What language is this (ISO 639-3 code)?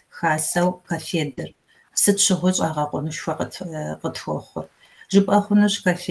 kbd